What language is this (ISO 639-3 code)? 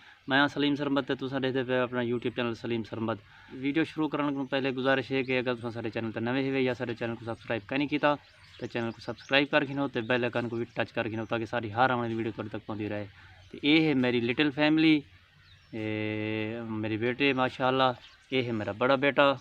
skr